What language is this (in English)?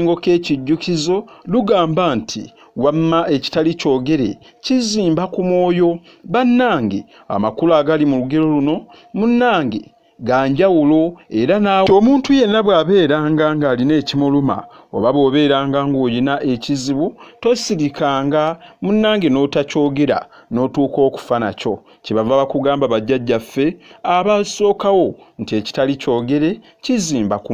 Ganda